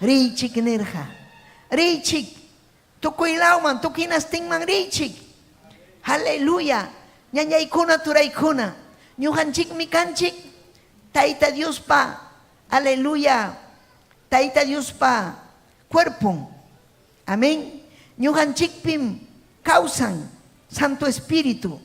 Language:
Ayacucho Quechua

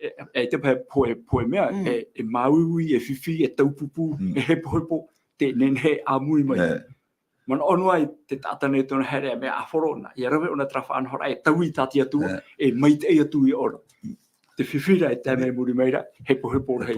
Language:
Tahitian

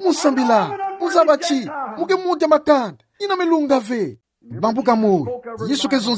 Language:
Kituba (Democratic Republic of Congo)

